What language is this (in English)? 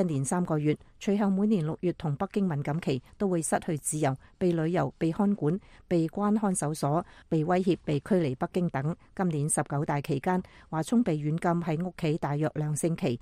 Cantonese